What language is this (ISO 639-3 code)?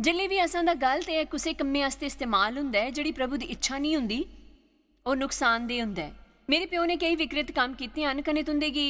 doi